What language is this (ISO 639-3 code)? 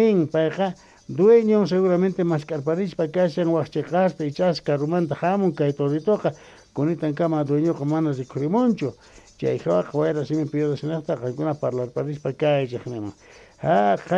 quh